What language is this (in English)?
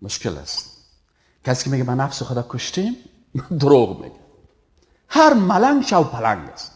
Tajik